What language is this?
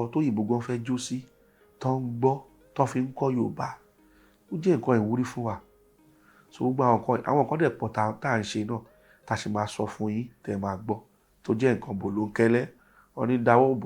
Yoruba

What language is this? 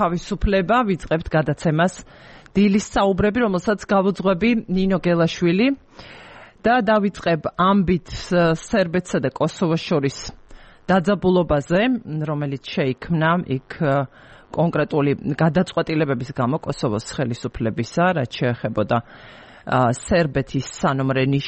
Georgian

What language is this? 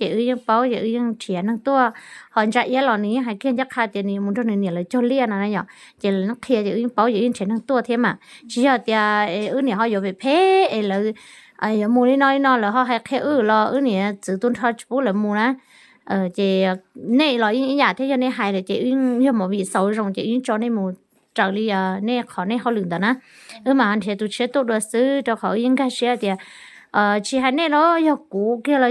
Hmong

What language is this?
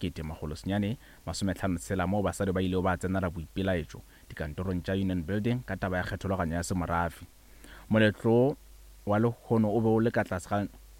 Northern Sotho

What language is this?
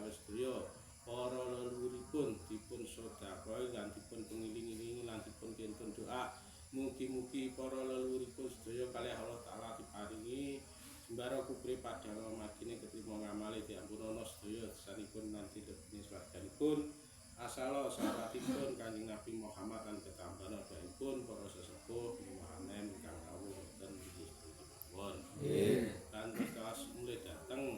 Javanese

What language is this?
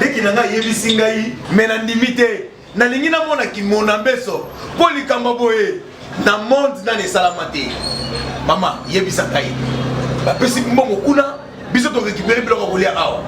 Lingala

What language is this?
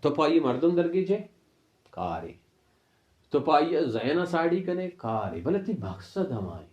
Baluchi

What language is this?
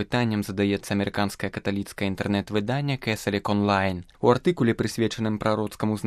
Belarusian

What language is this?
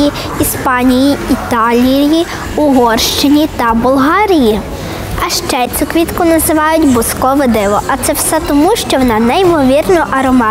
Ukrainian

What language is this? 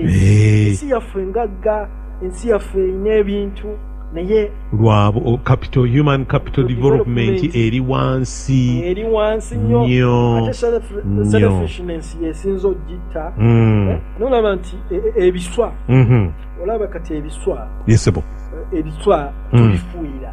Ganda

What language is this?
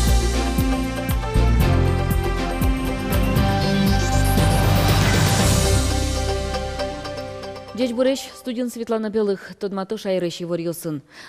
Udmurt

